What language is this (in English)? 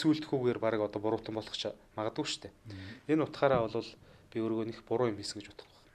Mongolian